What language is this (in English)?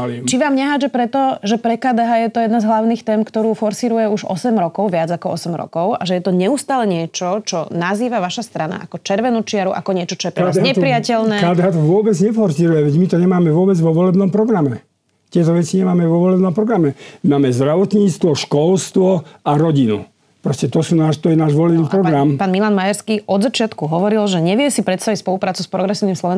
Slovak